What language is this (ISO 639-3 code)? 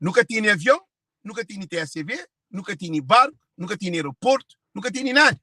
kea